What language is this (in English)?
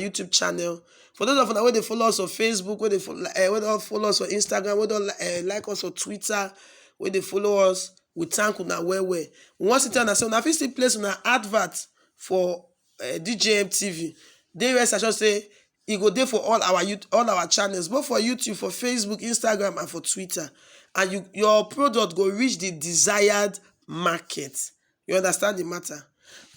Nigerian Pidgin